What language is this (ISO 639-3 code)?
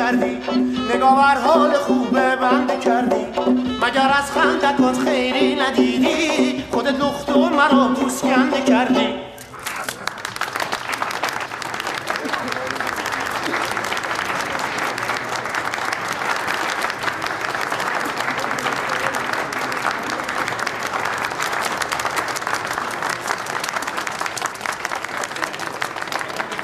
fas